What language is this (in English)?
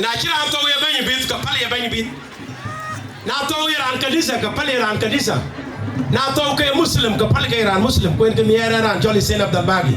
Dinka